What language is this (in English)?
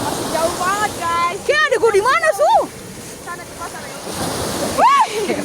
Manado Malay